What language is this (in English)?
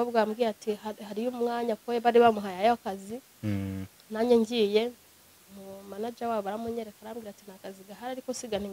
Kinyarwanda